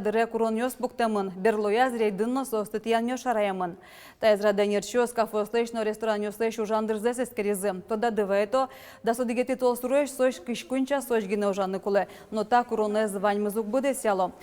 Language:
Udmurt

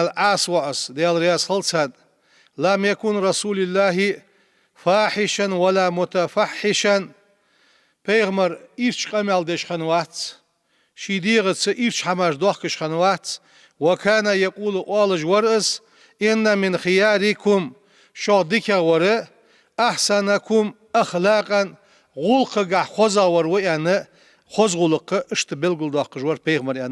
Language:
Ingush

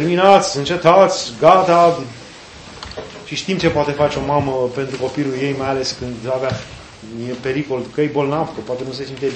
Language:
Romanian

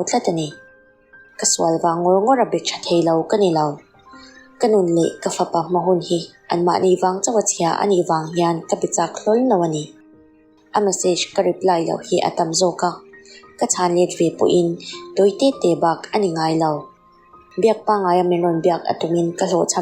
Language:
Mizo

